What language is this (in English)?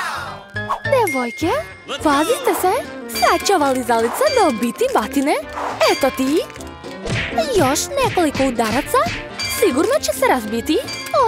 Serbian